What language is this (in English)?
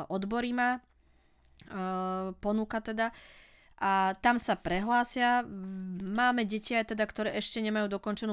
Slovak